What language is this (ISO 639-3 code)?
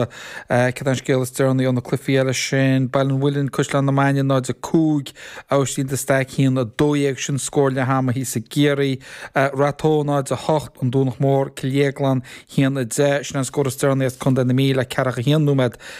gle